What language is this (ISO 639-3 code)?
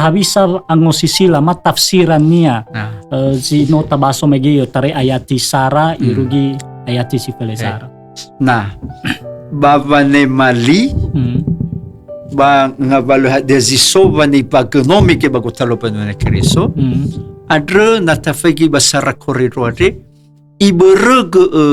nia